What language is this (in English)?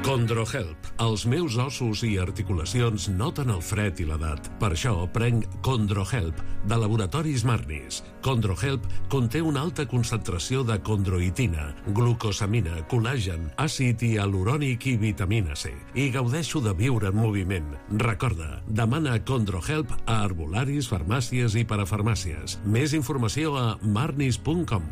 Catalan